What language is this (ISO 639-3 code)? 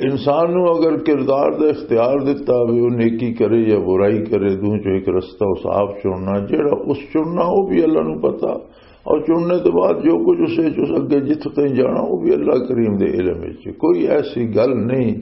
lah